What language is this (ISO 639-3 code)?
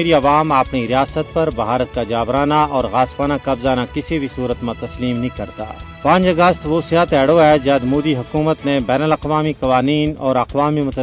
gju